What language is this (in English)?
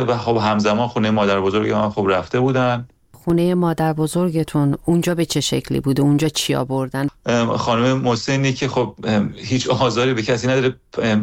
Persian